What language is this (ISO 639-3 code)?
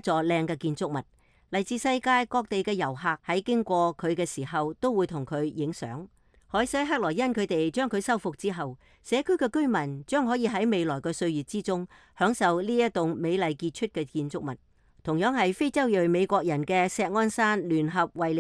yue